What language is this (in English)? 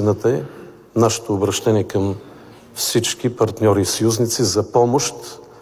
Bulgarian